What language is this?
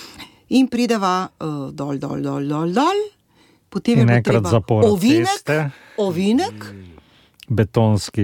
Slovenian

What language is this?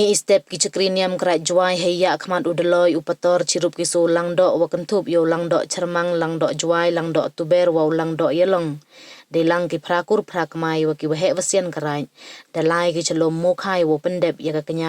Pnar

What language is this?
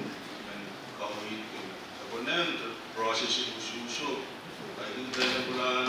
Pohnpeian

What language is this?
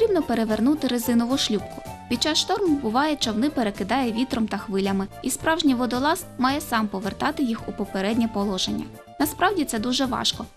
Ukrainian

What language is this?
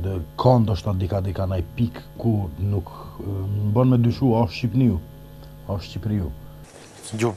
Albanian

